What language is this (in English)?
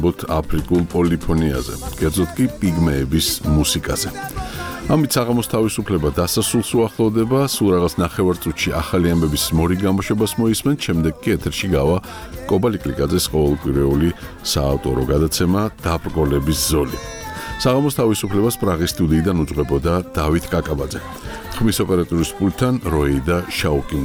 Georgian